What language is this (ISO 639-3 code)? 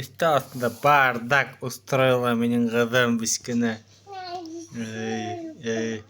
bak